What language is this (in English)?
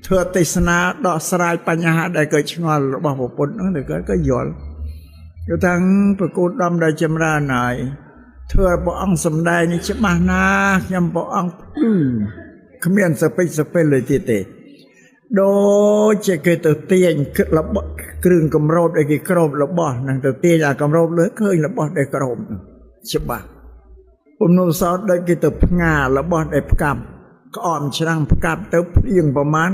Khmer